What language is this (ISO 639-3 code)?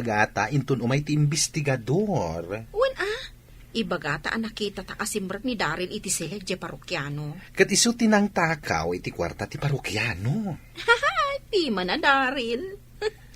ilo